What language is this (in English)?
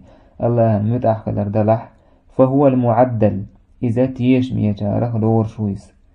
Chechen